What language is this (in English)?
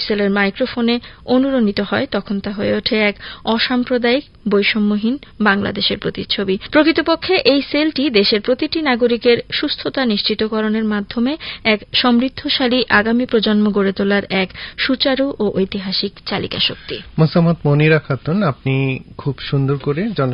Bangla